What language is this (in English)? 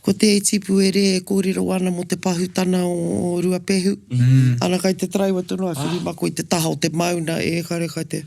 Māori